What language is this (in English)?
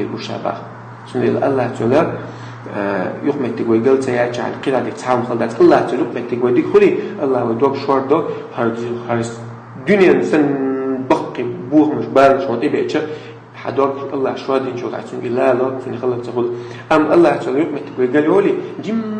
Chechen